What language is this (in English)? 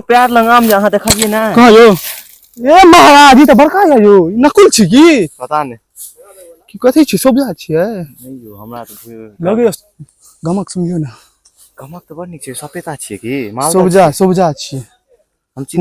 Maithili